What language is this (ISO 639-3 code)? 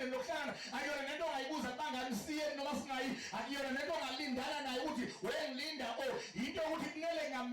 zul